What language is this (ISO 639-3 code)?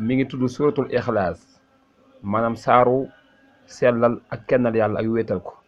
wol